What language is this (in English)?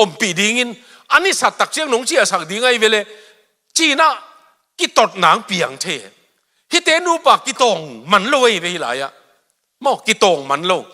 Tedim Chin